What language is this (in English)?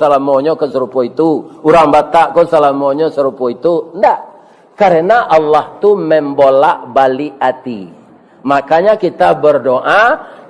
Minangkabau